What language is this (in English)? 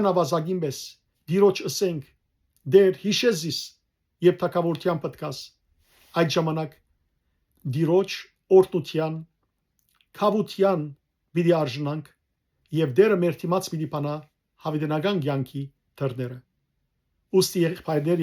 Western Armenian